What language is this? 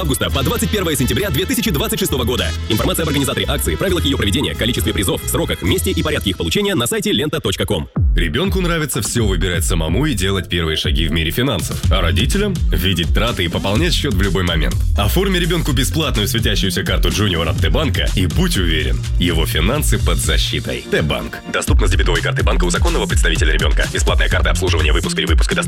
Russian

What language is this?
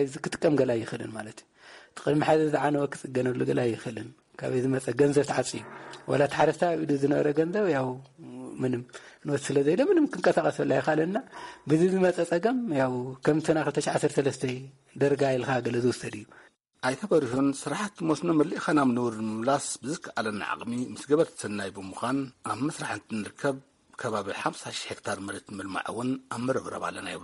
Tigrinya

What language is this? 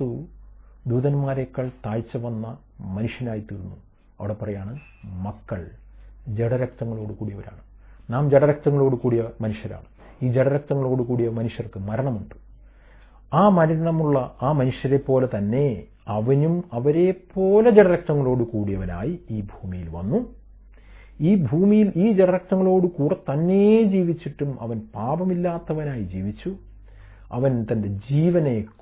Malayalam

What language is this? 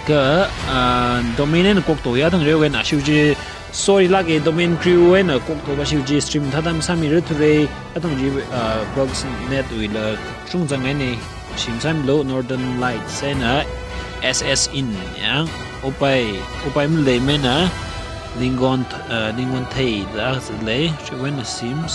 Tangkhul Naga (India)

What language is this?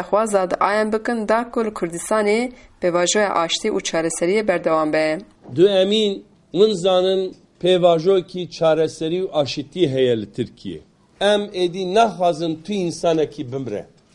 Kurdish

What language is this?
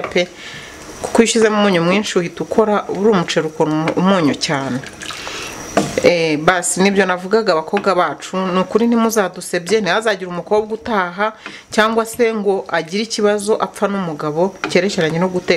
Kinyarwanda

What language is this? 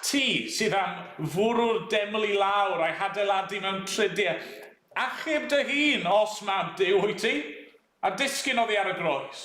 Welsh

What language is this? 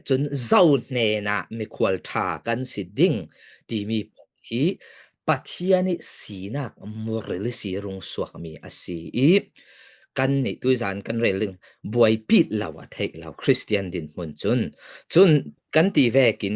Falam Chin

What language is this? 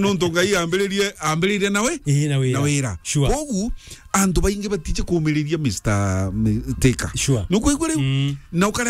Meru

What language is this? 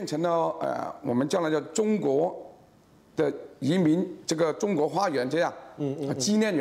Chinese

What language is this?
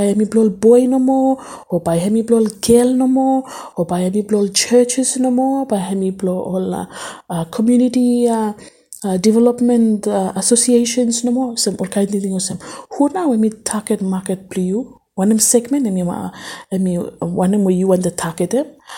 Bislama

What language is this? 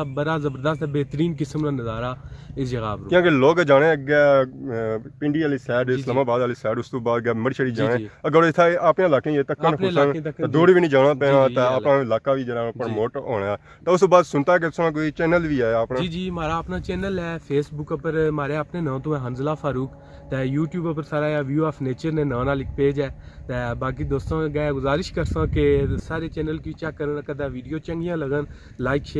Pahari-Potwari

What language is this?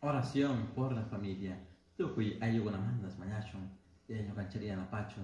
Chimborazo Highland Quichua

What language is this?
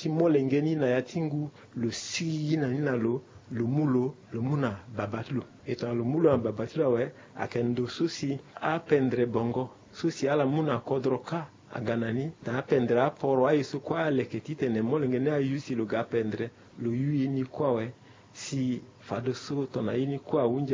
Sango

